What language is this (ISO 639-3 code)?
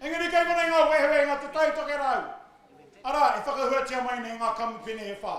mri